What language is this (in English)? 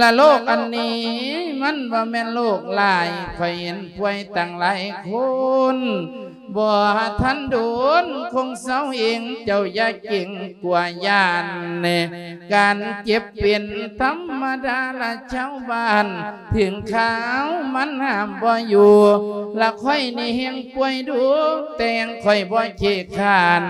Lao